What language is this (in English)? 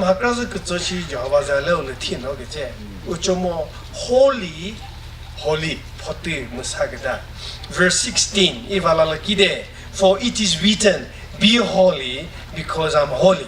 Chokri Naga